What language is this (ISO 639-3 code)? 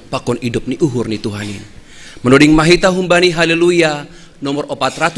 bts